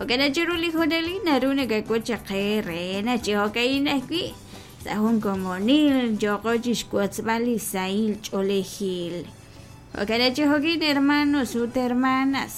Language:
Kekchí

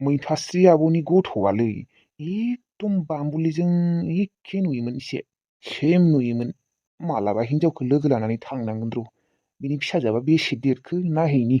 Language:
Bodo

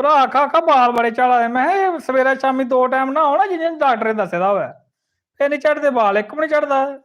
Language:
Dogri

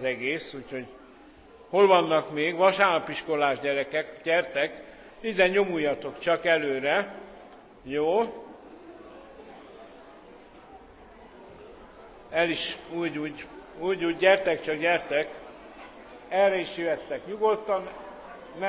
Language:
Hungarian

